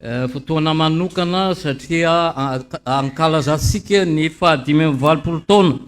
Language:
Malagasy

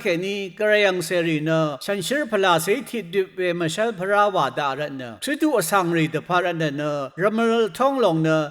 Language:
Rawang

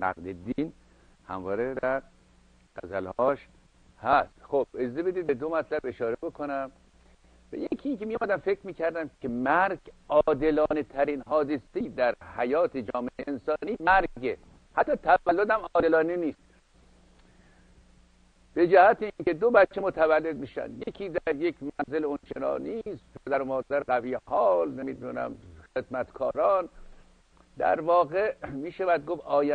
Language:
Persian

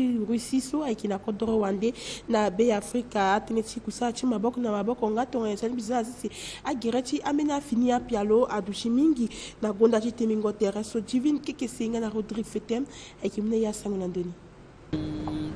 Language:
Sango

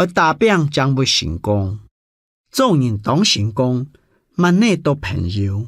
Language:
Hakka Chinese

